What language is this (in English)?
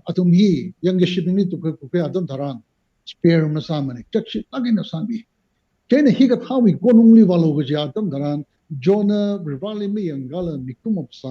Tangkhul Naga (India)